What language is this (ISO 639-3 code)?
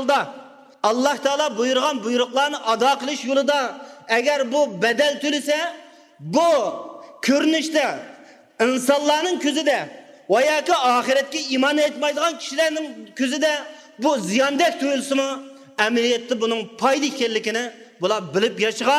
uig